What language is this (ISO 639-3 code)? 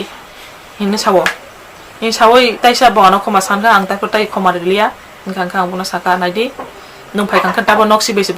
trp